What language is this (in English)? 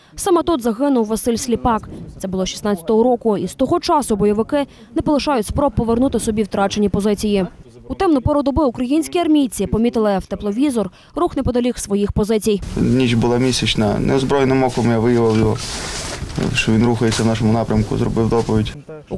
Ukrainian